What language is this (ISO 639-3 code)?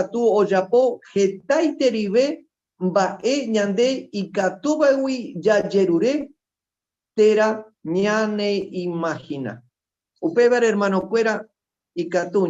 grn